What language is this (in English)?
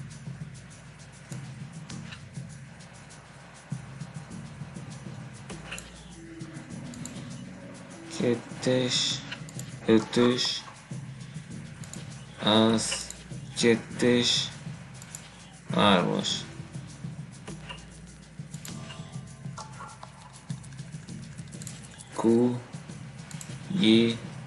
Hungarian